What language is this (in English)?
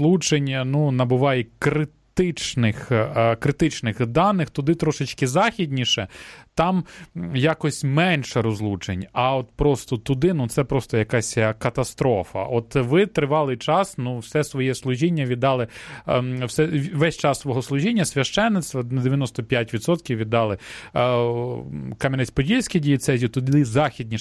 Ukrainian